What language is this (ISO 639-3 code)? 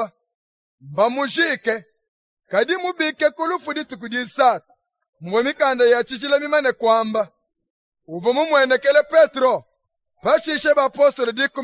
lua